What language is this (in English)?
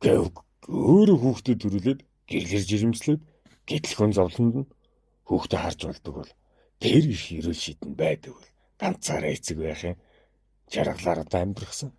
Mongolian